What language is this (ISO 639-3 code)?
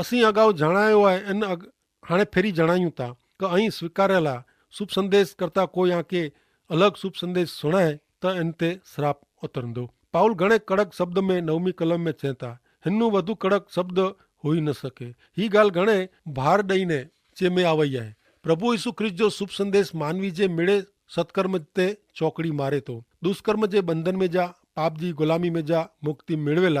kfr